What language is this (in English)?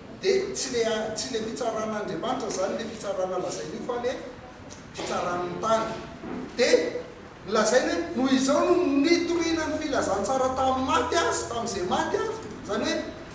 Malagasy